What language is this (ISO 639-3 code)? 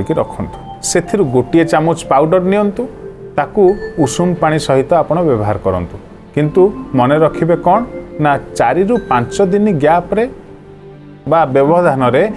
ori